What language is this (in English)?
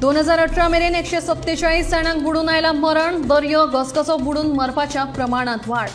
Konkani